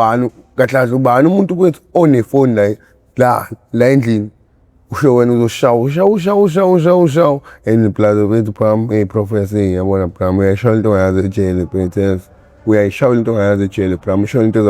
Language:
Zulu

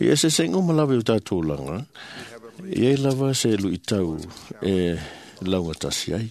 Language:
Samoan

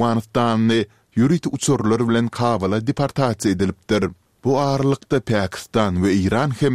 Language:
Turkmen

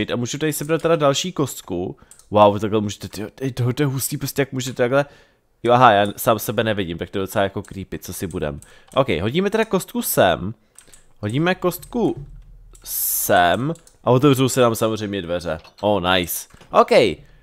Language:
Czech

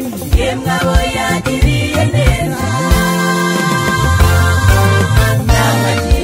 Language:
Kinyarwanda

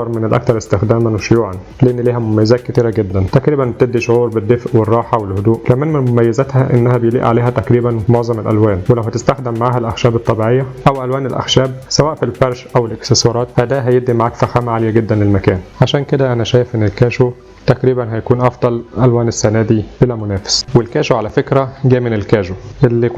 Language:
Egyptian Arabic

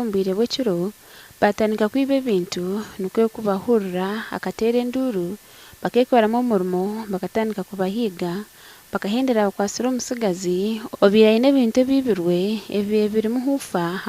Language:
Nyankole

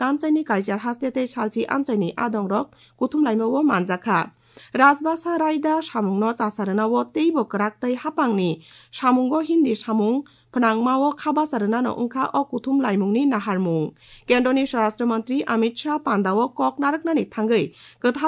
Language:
Kok Borok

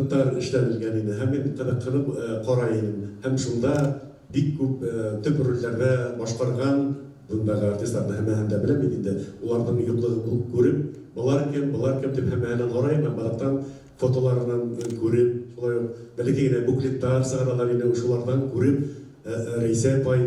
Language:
Bashkir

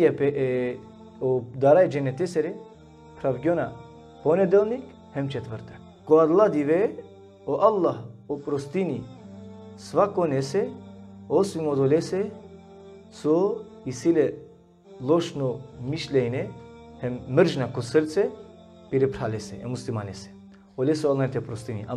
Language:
Balkan Romani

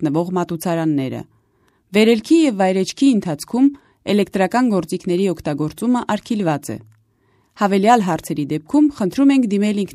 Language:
Armenian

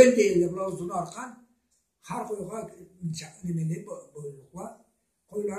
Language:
Karachay-Balkar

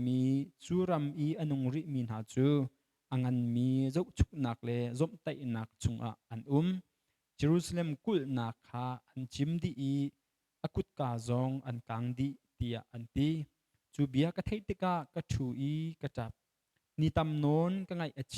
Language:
Hakha Chin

